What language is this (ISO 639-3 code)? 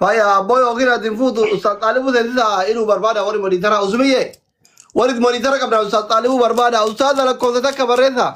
orm